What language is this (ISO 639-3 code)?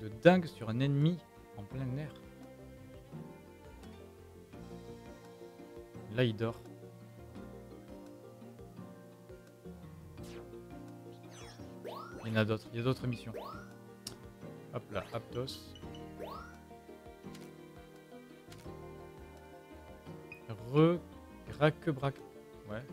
fra